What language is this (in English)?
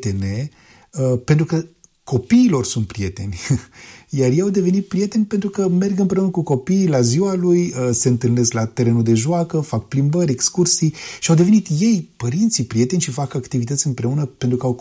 Romanian